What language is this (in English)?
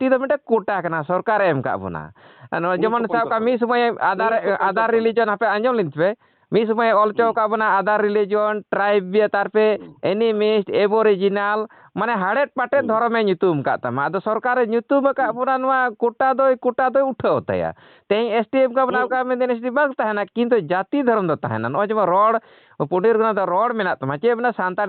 Santali